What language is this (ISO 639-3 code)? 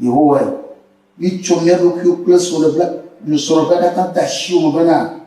ewe